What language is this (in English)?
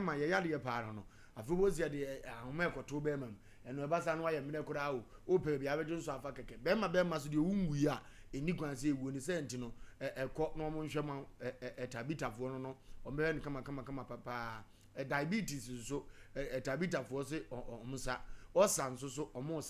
Akan